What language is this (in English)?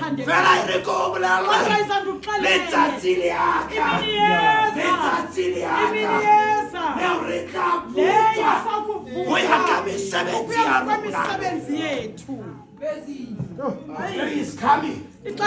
Southern Sotho